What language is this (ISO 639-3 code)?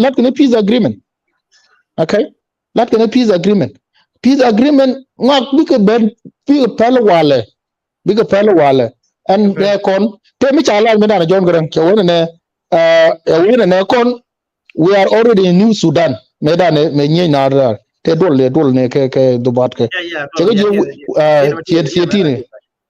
nus